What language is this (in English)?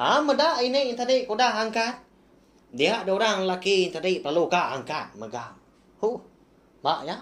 Iban